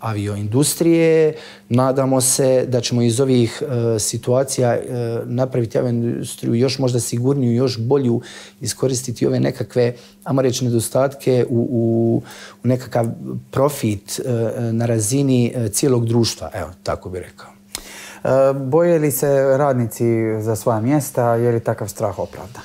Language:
Croatian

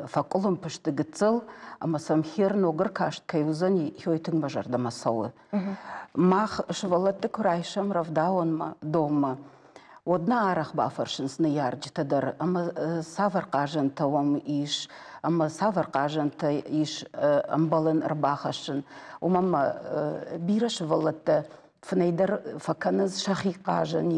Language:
Ossetic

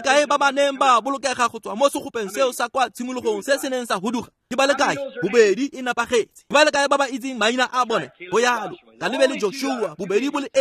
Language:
Tswana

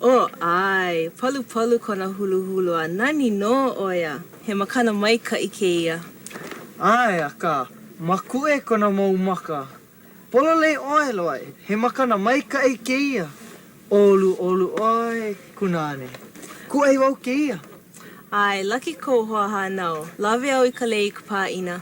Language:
Hawaiian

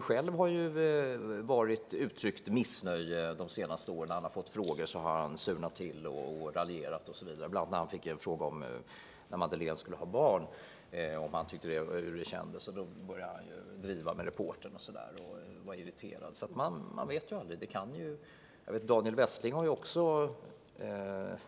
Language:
Swedish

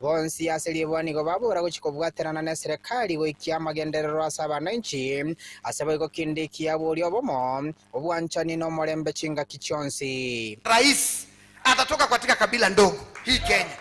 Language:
Gusii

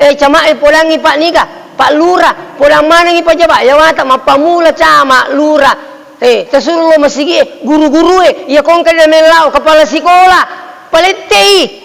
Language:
Buginese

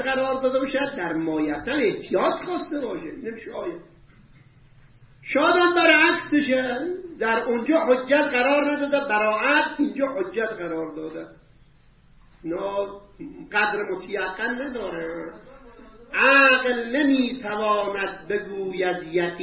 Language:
Persian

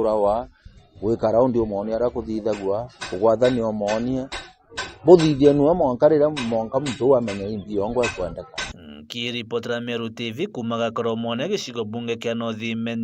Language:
Meru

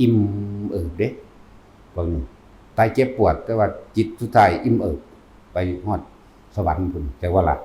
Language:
Northeastern Thai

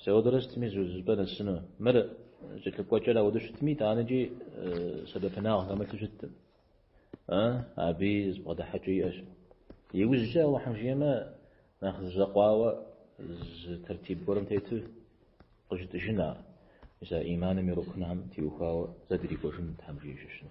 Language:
Kabardian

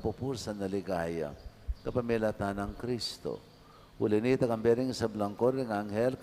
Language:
Pampanga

